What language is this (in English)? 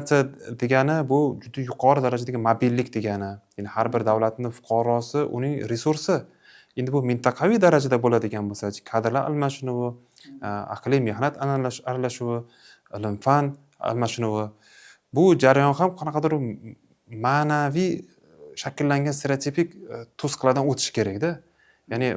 Uzbek